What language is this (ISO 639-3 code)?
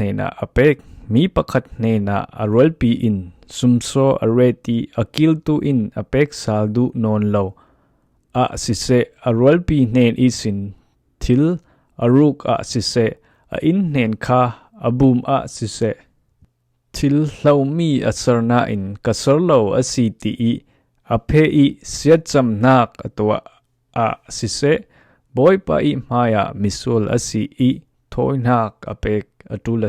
cfm